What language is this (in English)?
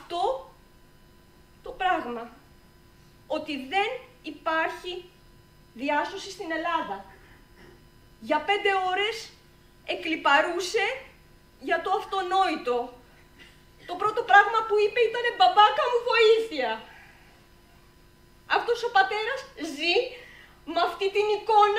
Greek